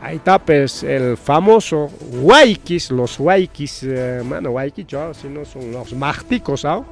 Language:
Ayacucho Quechua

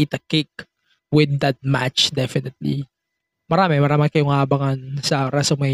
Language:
Filipino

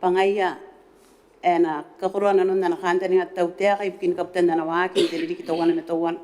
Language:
Gilbertese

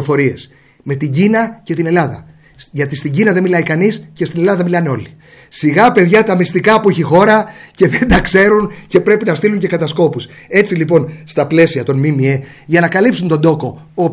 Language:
Greek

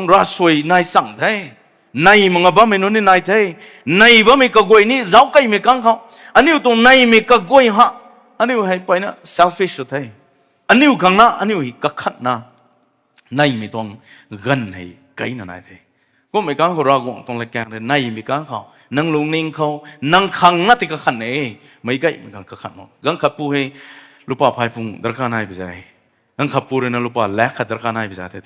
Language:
Rongmei Naga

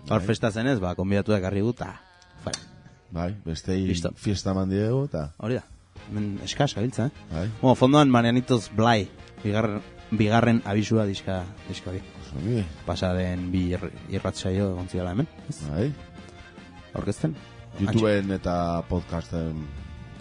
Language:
Basque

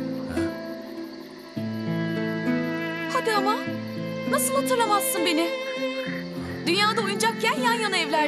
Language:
Turkish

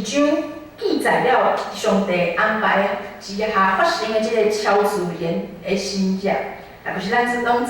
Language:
Min Nan Chinese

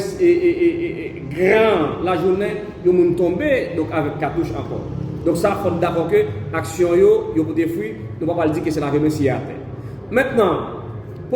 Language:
Haitian Creole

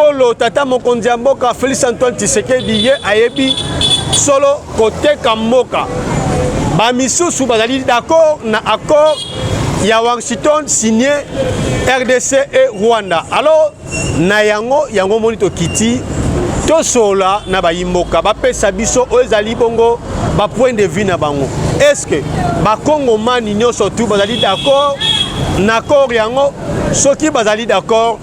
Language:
Lingala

